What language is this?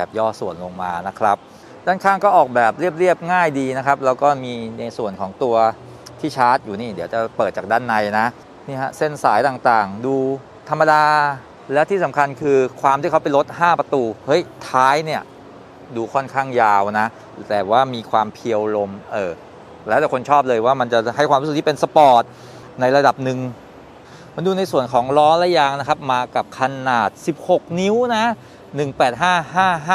Thai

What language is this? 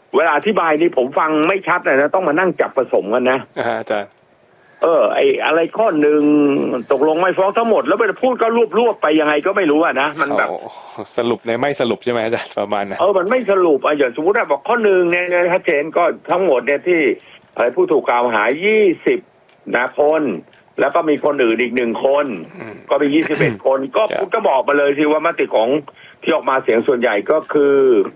Thai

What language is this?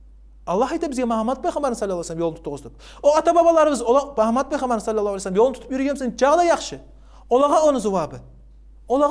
Kumyk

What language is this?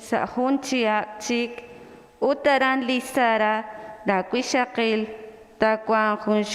Kekchí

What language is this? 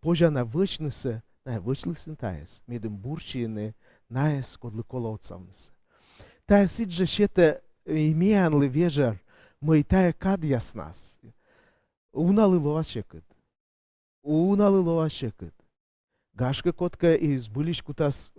Komi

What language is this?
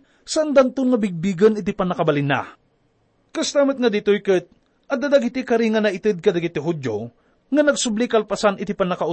Iloko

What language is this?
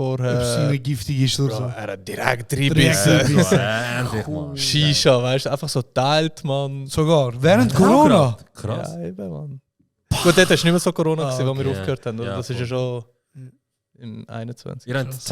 Swiss German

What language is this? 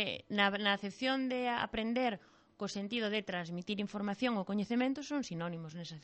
Galician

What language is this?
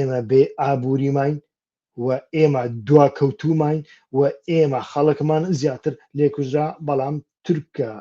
Central Kurdish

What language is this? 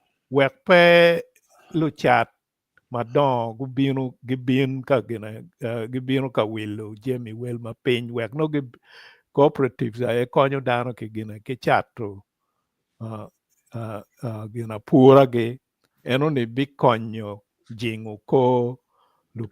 Acoli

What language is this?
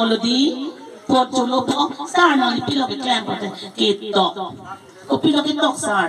Karbi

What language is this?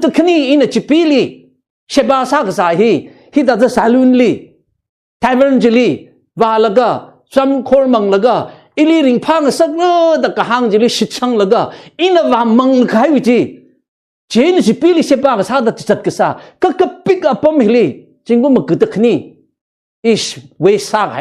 Tangkhul Naga (India)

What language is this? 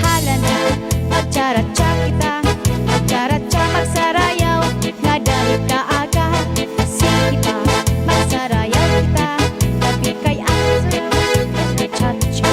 Waray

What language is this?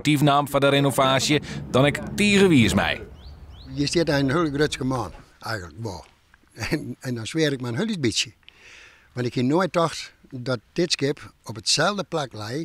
Western Frisian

